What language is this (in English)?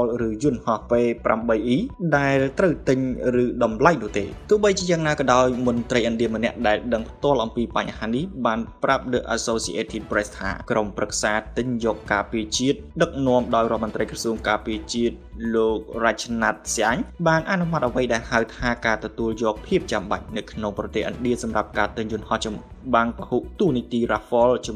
Khmer